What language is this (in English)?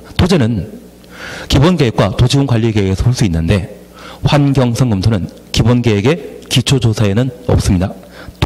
Korean